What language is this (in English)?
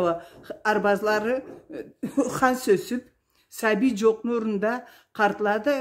Karachay-Balkar